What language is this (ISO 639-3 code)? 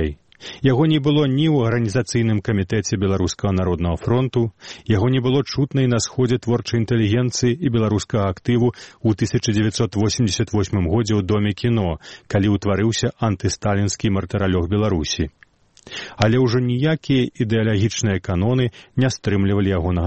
bel